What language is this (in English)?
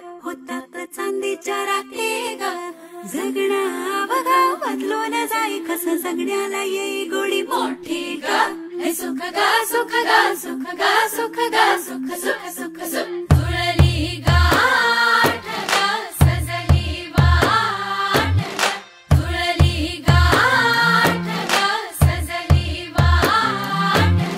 Marathi